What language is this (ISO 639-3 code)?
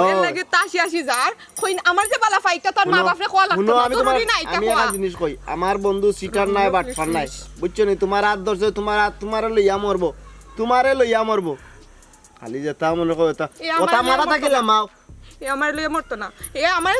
syl